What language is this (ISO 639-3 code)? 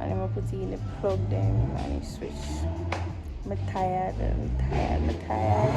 jam